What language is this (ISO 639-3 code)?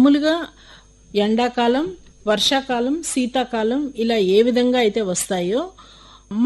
tel